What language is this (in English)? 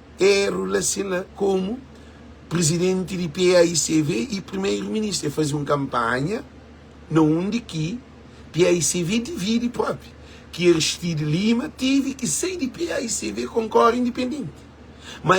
Kabuverdianu